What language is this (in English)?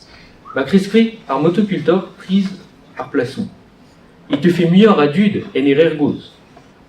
Breton